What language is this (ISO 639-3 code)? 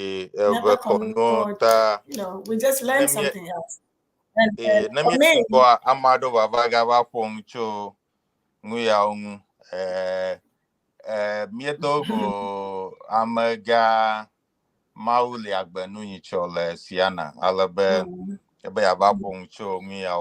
ewe